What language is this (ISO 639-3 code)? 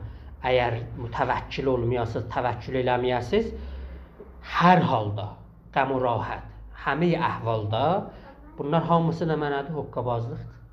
azb